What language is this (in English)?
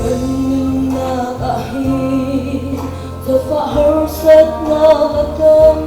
Hakha Chin